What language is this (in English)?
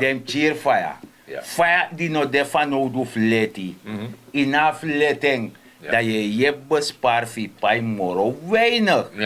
Sranan Tongo